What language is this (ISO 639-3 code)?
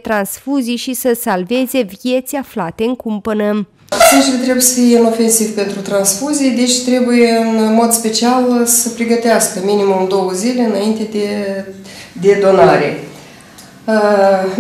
ron